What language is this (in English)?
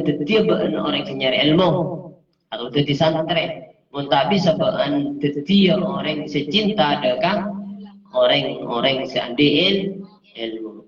Madurese